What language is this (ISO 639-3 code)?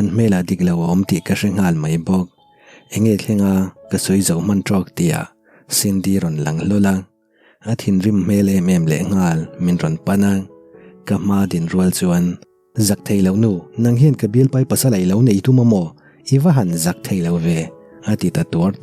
lus